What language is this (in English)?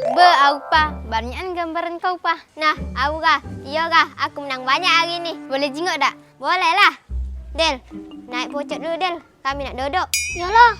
Musi